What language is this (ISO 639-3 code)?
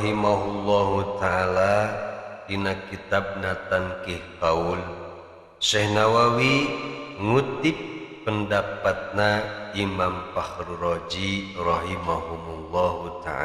sun